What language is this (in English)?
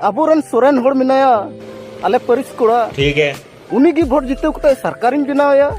Santali